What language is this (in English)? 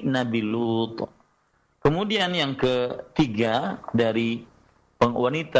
Indonesian